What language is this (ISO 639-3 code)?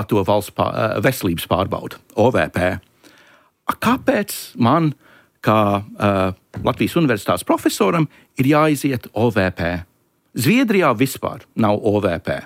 lav